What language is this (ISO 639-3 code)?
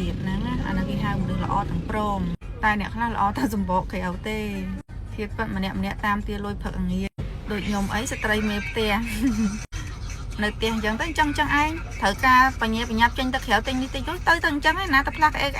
khm